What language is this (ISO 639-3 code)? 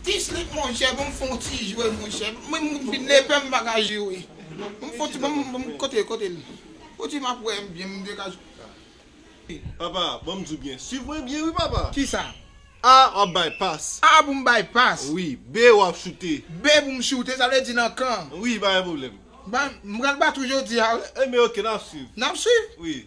hat